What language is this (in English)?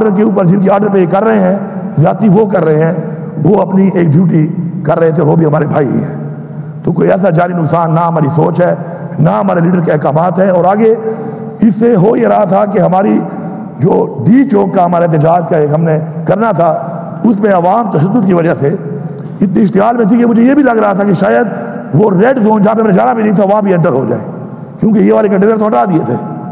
Urdu